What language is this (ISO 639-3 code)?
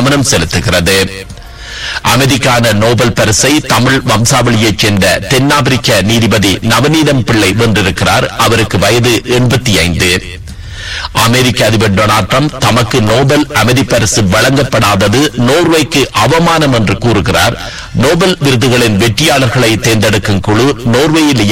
tam